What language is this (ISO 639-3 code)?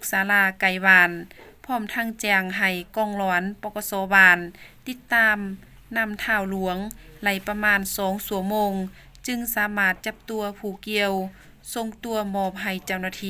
lao